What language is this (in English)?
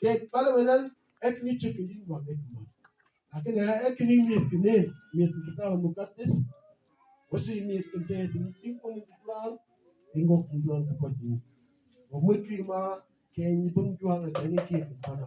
Mabaan